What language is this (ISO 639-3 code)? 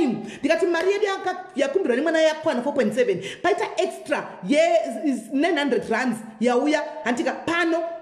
sna